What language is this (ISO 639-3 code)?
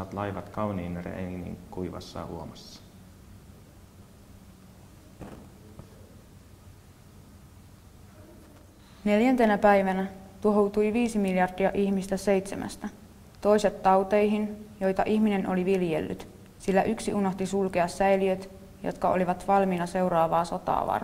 fin